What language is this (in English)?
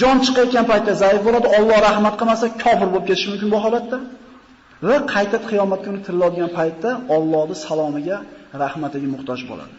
Uzbek